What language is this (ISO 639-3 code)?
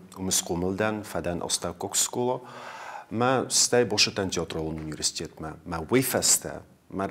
oss